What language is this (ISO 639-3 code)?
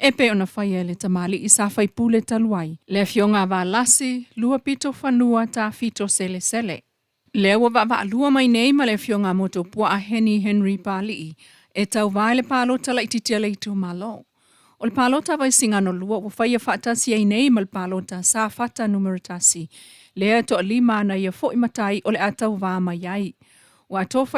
smo